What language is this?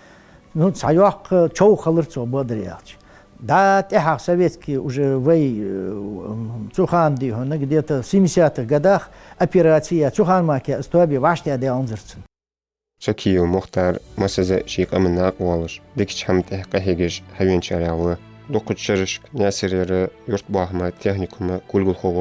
Ingush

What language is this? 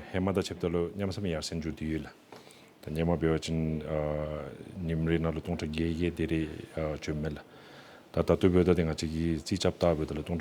Dzongkha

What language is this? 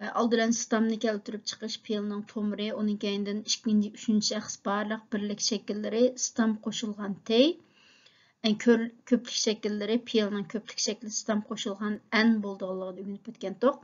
Uyghur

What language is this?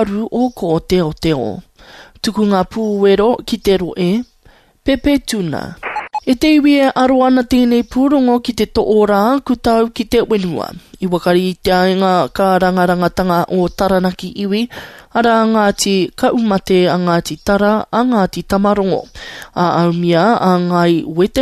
Māori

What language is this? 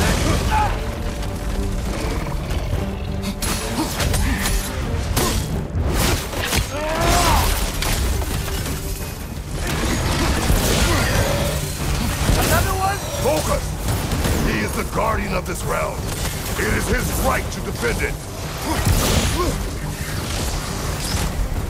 English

